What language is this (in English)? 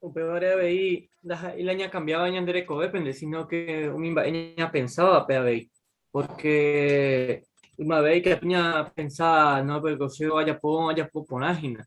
Guarani